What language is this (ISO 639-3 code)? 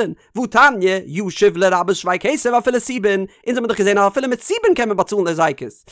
yid